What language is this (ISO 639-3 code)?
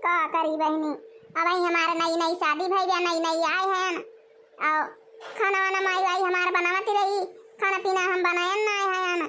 awa